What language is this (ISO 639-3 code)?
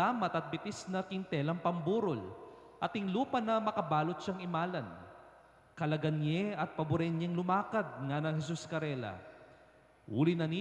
pam